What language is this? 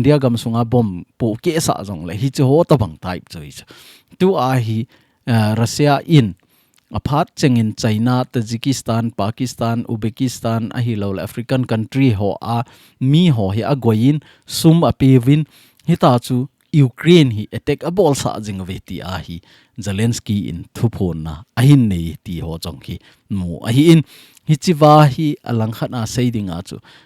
Thado Chin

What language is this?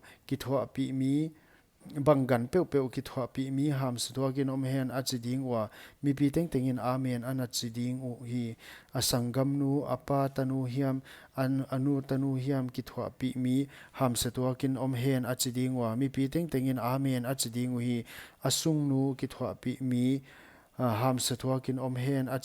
Paite Chin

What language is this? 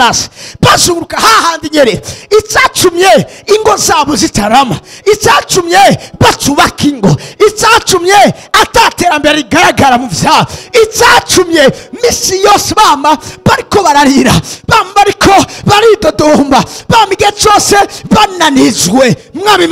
Rundi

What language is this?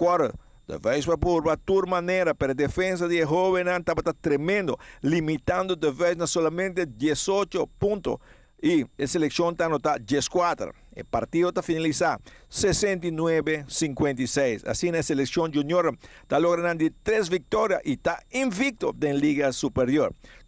Papiamento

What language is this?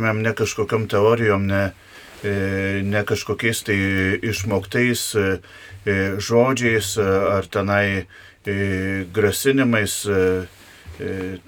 Lithuanian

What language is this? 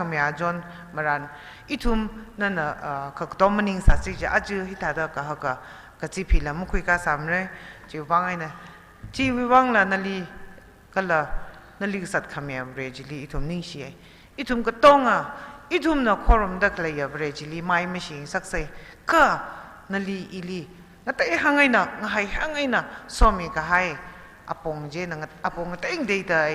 Tangkhul Naga (India)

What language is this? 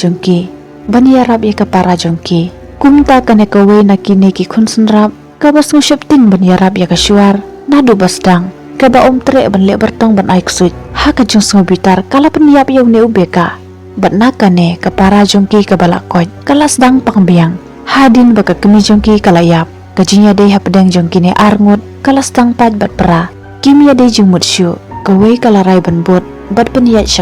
Khasi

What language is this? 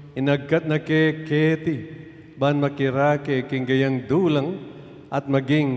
Pampanga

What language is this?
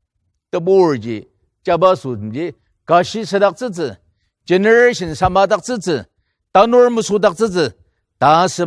Ao Naga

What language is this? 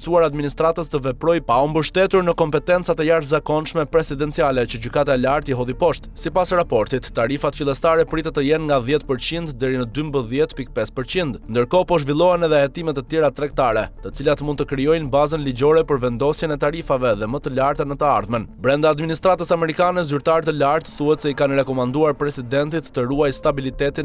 Albanian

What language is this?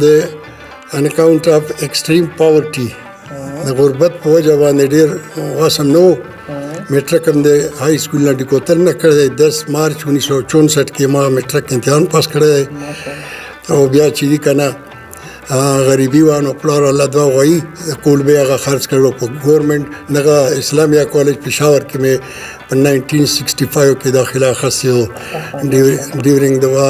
Pashto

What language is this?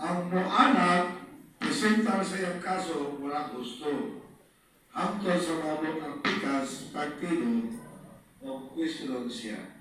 Cebuano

